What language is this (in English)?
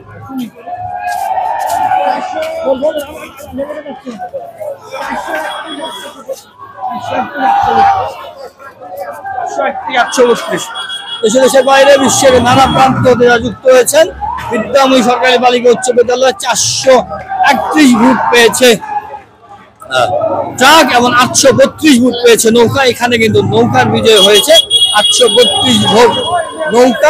Bangla